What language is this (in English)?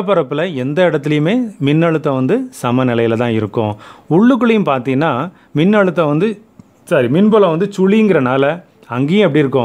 Tamil